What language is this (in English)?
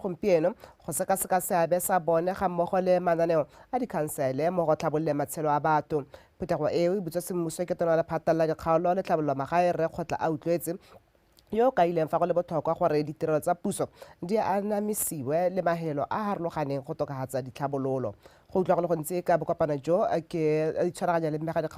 Tswana